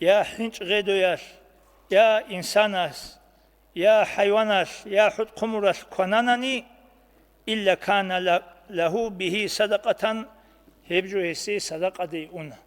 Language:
Avaric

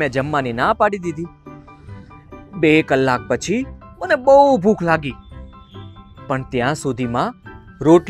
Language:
Gujarati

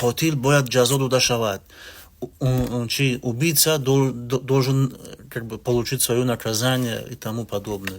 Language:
Tajik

